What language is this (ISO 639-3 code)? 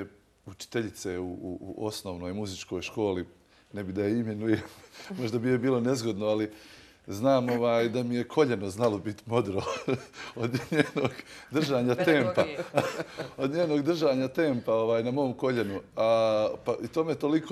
bos